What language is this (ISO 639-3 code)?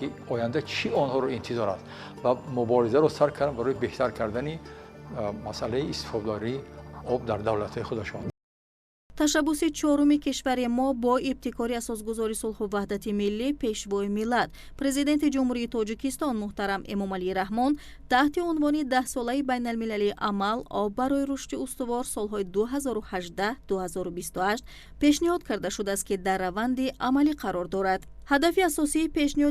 tgk